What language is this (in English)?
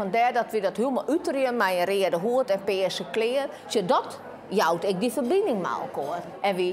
Western Frisian